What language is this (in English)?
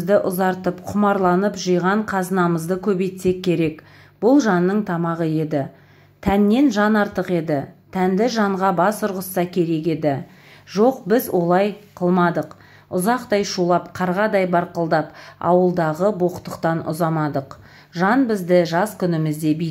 Kazakh